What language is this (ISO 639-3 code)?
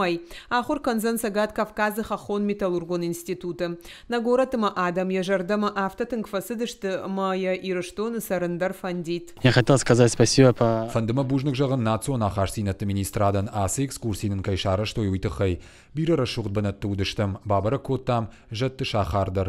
oss